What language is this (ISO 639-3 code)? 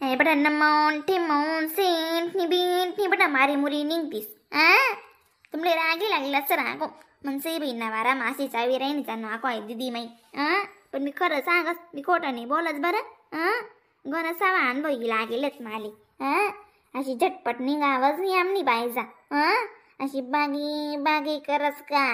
khn